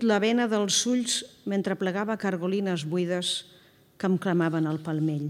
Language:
Catalan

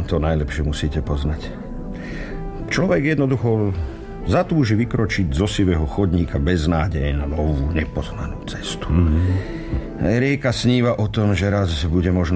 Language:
Slovak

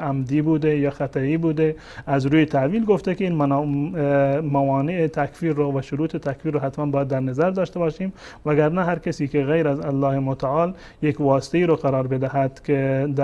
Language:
Persian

